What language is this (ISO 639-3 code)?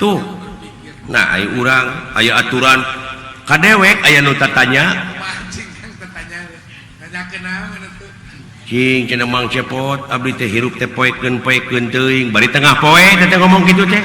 sun